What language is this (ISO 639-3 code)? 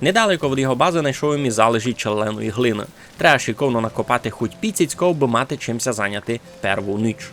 rue